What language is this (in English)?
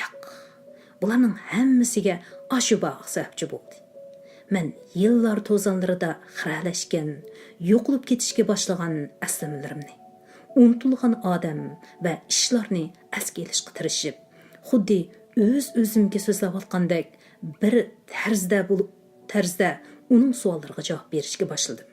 Uyghur